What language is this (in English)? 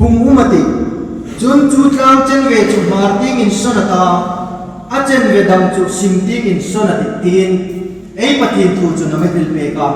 Hmar